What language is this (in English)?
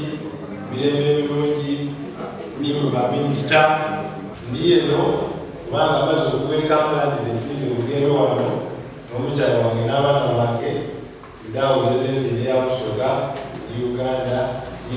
Soga